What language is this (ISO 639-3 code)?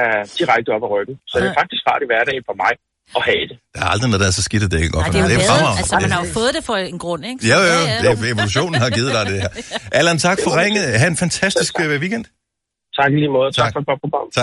dan